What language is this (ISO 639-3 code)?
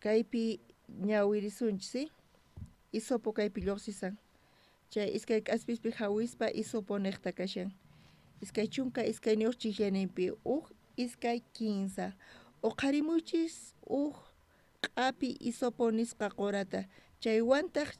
quh